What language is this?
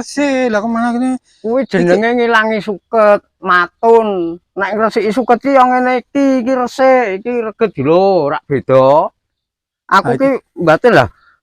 Javanese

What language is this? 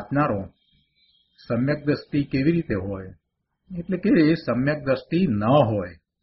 Gujarati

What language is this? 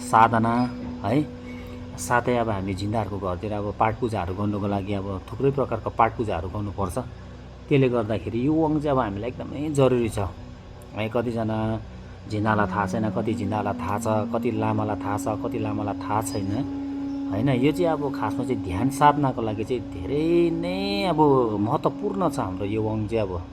Nepali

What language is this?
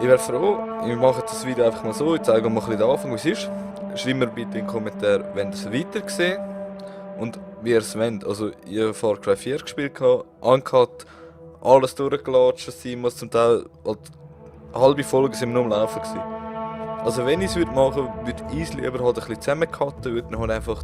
Swiss German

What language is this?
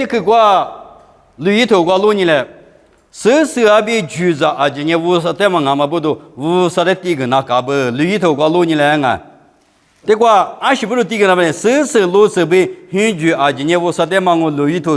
Lisu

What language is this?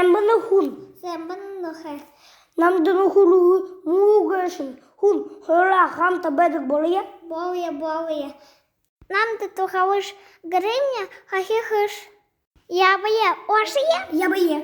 Buriat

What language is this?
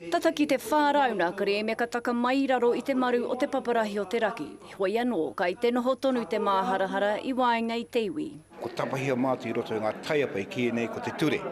Māori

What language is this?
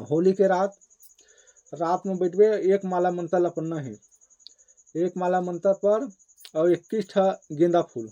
Chhattisgarhi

